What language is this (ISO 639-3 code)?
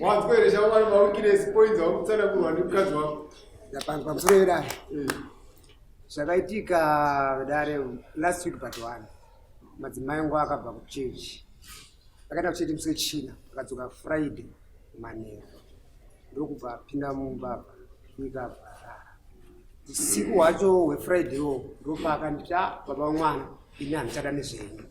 sna